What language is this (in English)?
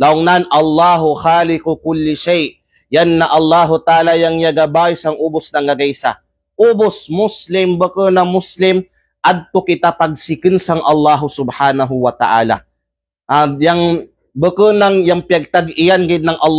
Kalagan